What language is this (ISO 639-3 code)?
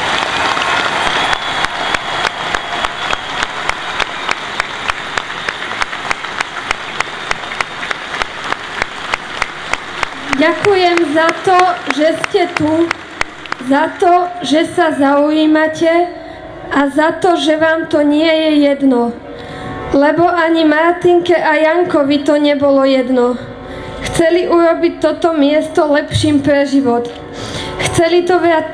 slk